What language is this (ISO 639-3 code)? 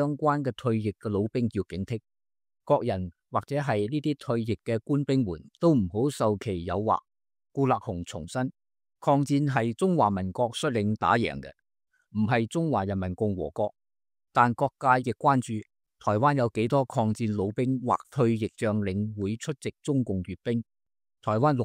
yue